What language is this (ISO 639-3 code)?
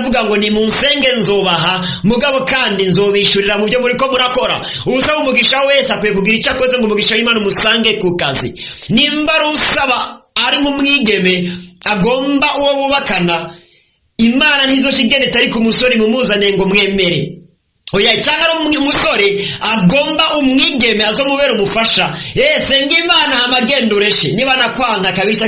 run